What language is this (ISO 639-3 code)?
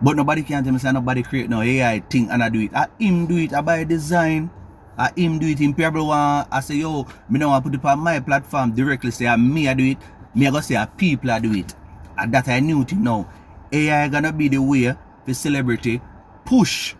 jam